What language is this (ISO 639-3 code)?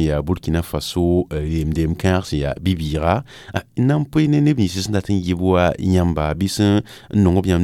mos